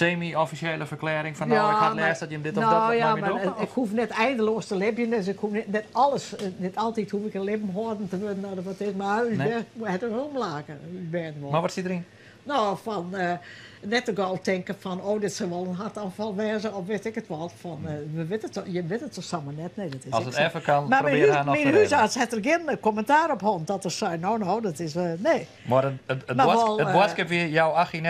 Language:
Western Frisian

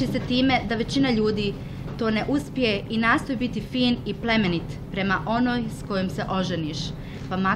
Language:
Croatian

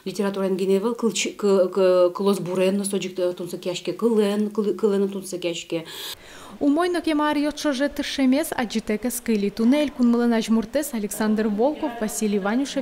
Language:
Udmurt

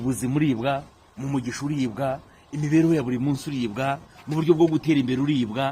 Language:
Kinyarwanda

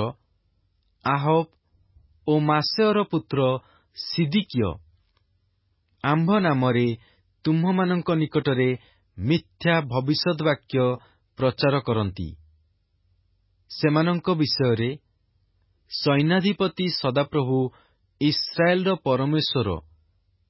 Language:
Odia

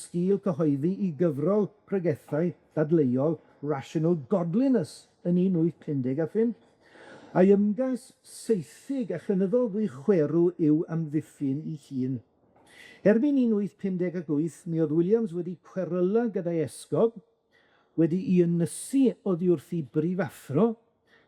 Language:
Welsh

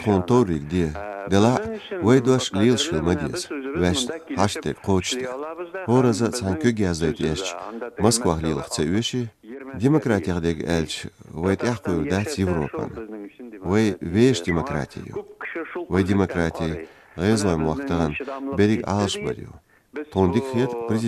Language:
Chechen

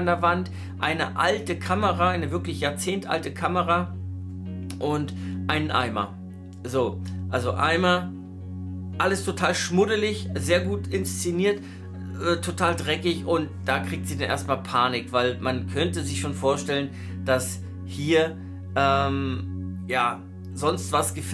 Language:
German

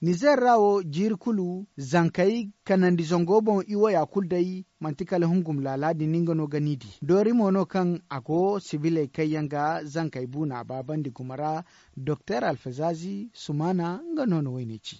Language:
Zarma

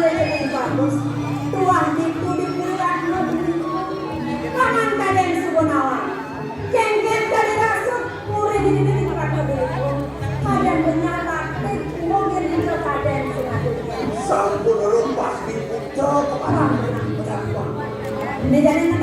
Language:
Balinese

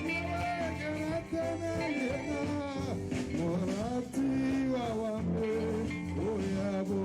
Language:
Tswana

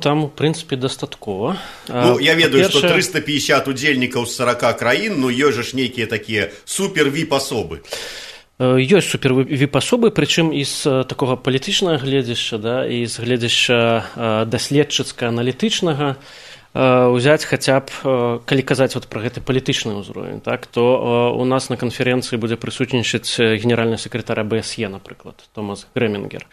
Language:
Belarusian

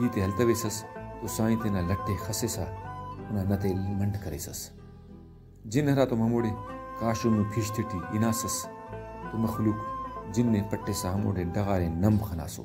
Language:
Brahui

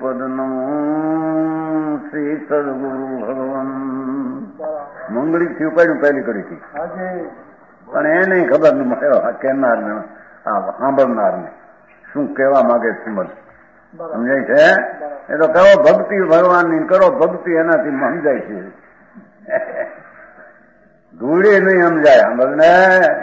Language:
Gujarati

